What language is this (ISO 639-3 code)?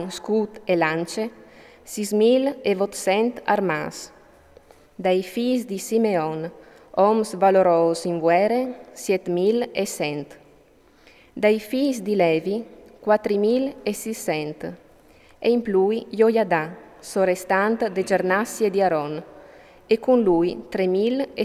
fur